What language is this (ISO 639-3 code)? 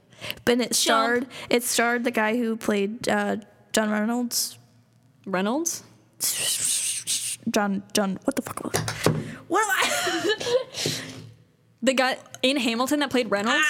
eng